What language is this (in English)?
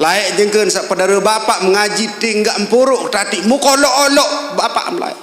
Sasak